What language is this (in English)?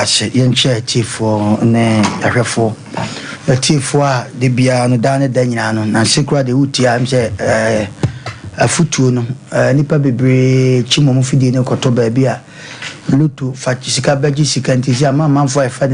Akan